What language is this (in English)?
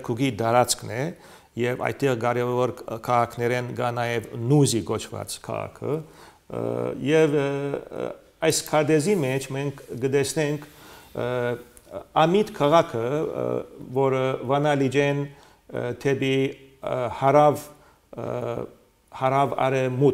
Armenian